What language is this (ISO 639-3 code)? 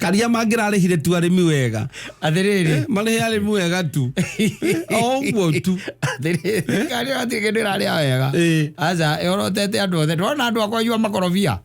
kik